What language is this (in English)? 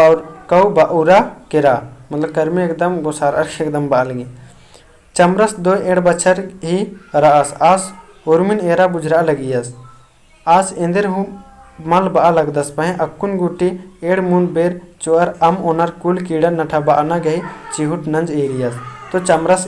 Kurukh